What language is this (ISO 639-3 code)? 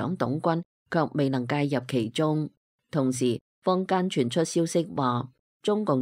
yue